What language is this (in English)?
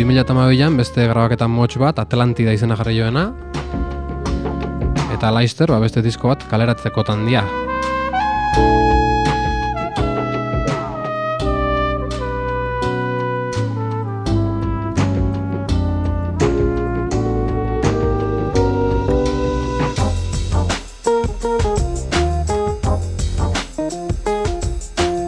Basque